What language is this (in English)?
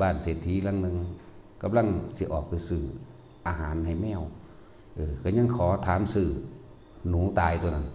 Northeastern Thai